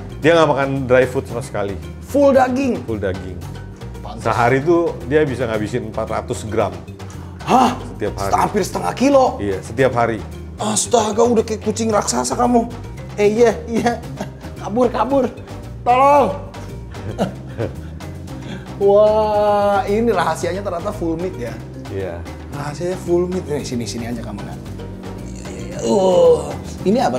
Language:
Indonesian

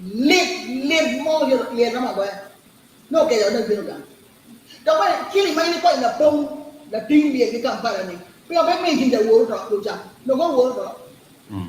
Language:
Acoli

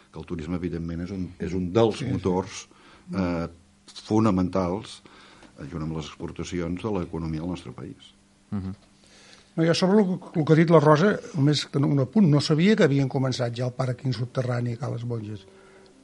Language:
Catalan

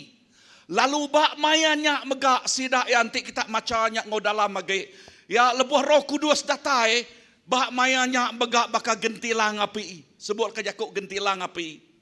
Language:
Iban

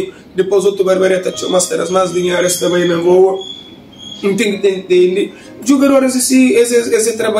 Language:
Kabuverdianu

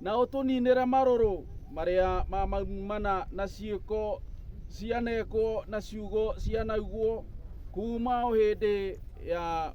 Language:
Kikuyu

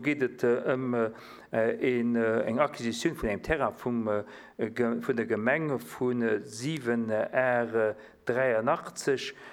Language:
Luxembourgish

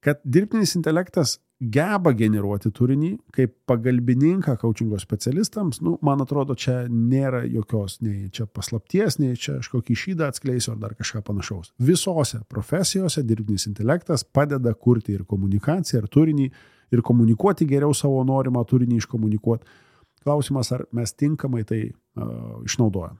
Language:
Lithuanian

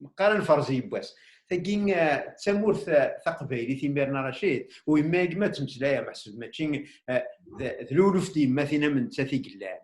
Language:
Kabyle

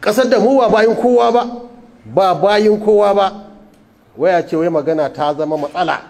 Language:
Hausa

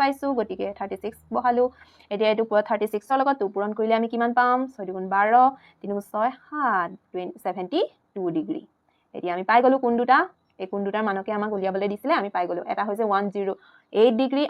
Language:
Assamese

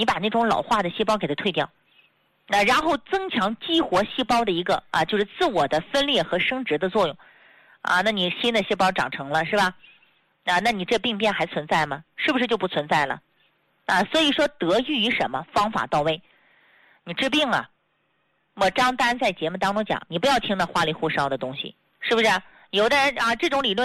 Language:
Chinese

